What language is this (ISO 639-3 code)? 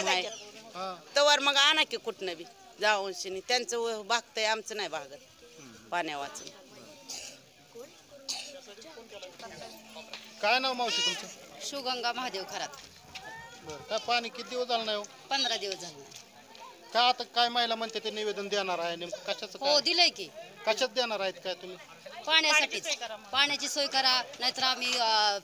mar